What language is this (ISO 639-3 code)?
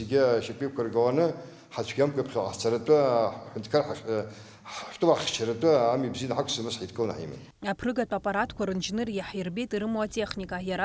abk